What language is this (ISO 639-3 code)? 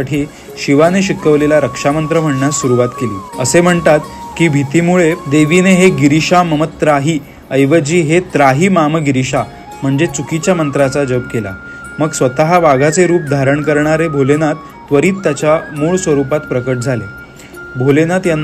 mar